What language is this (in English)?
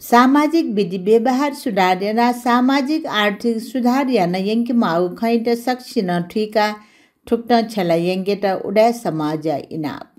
Newari